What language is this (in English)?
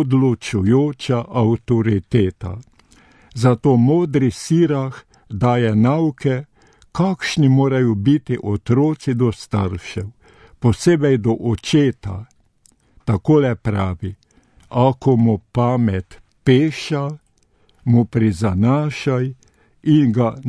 Slovenian